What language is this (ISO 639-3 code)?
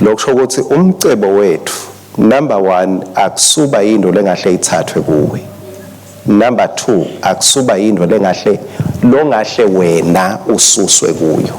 ssw